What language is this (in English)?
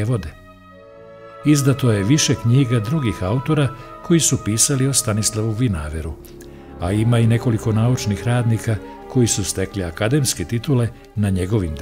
Serbian